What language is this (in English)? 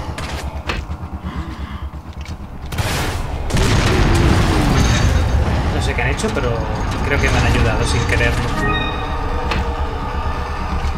Spanish